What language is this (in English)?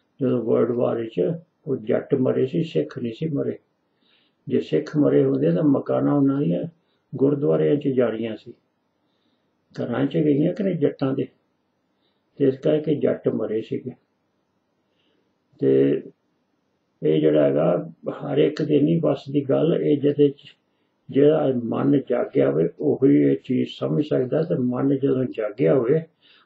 Punjabi